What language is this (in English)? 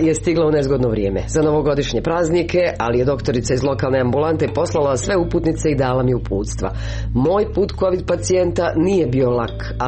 Croatian